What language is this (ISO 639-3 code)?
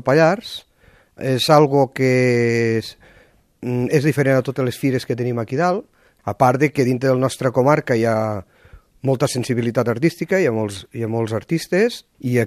cat